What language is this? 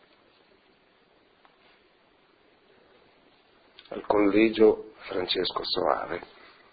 Italian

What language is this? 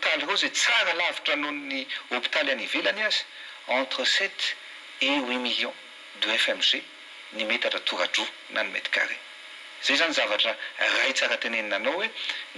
Malagasy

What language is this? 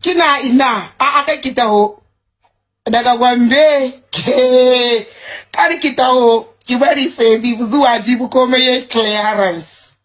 Hausa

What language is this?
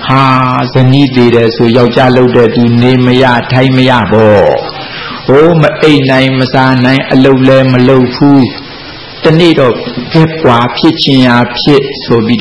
Burmese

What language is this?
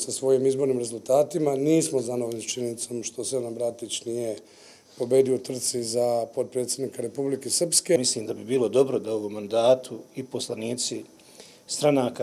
Bosnian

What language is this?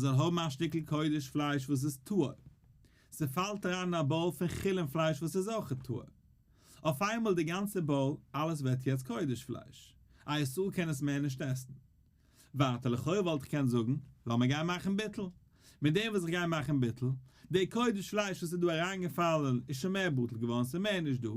Yiddish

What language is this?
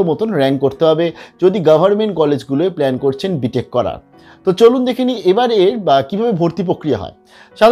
Bangla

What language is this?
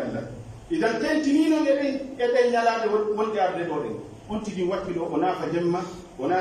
Pular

